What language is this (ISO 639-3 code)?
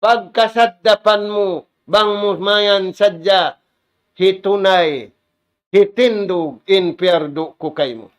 tsg